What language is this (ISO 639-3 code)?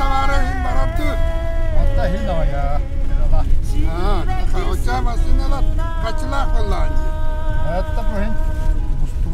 sah